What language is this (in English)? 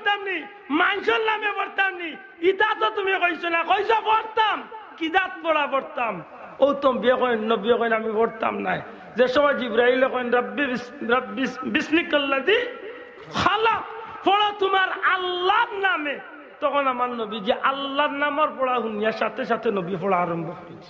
Sylheti